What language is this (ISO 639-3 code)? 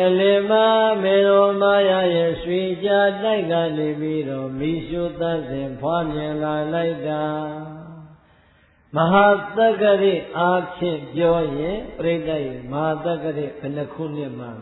mya